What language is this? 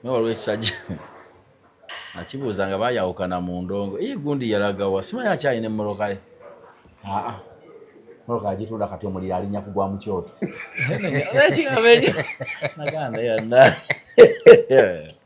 Ganda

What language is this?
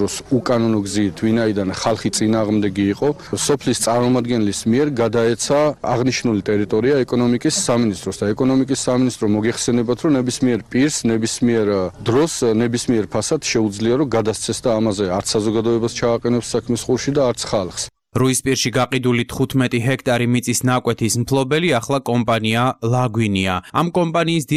Georgian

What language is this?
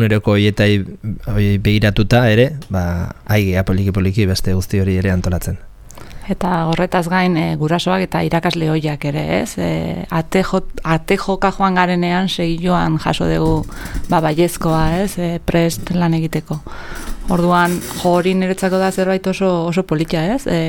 Basque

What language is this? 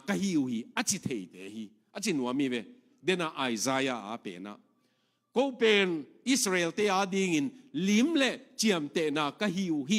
Tedim Chin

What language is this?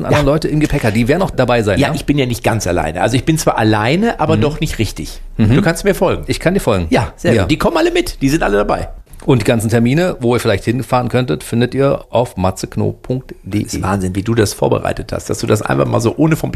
German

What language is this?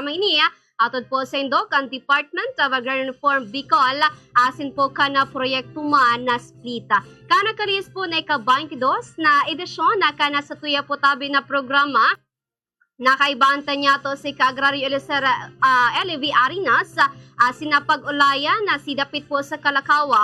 Bikol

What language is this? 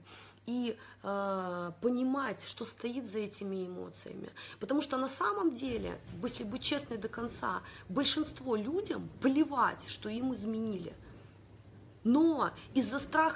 Russian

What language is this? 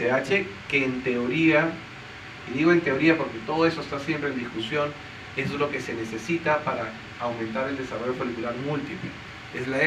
Spanish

